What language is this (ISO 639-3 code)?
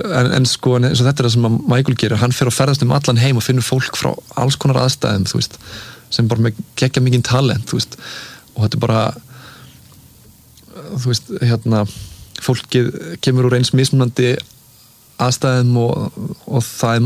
isl